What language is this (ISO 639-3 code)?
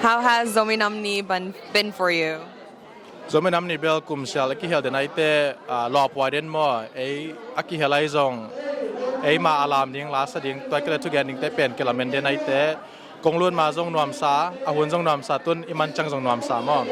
ctd